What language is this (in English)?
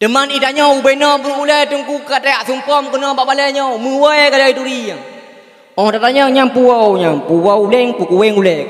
Achinese